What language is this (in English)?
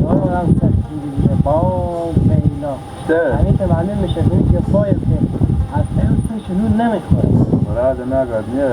Hazaragi